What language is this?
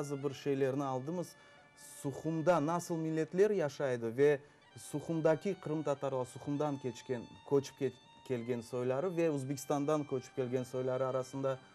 Crimean Tatar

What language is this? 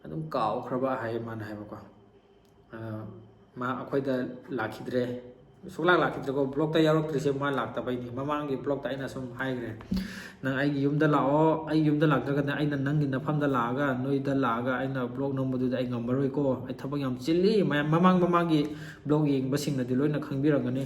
Manipuri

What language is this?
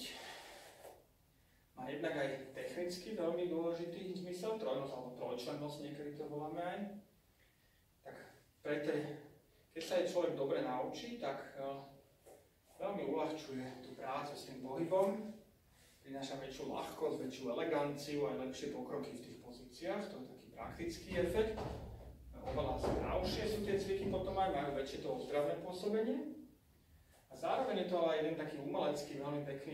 Slovak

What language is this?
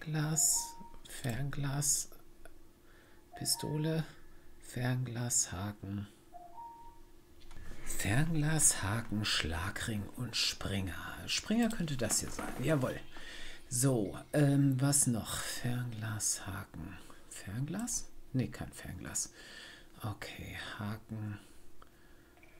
German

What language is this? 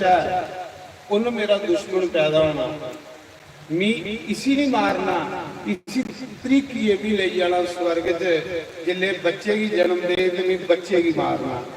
Dogri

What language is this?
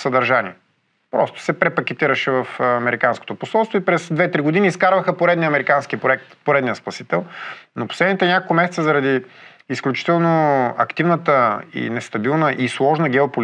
Bulgarian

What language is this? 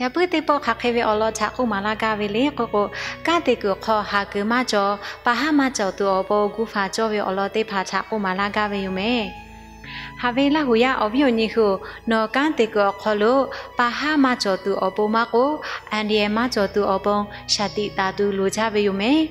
Lahu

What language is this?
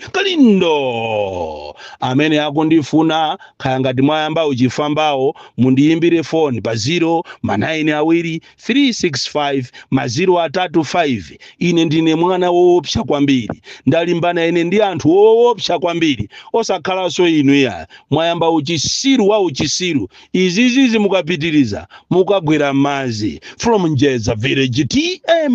Nyanja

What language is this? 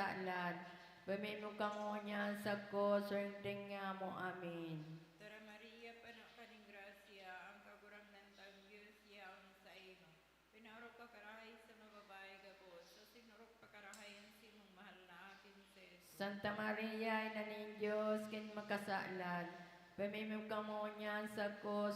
Bikol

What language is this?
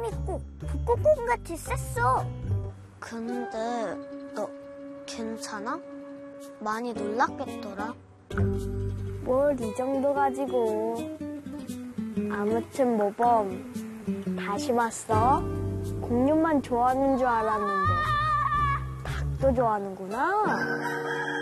Korean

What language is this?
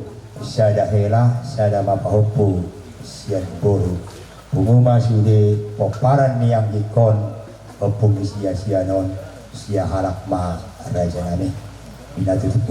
Batak Toba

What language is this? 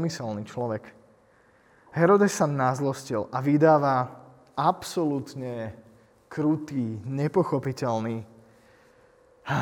Slovak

